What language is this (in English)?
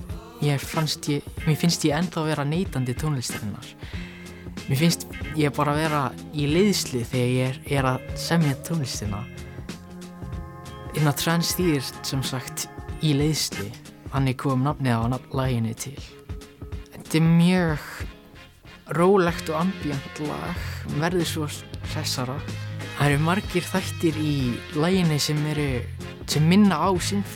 Icelandic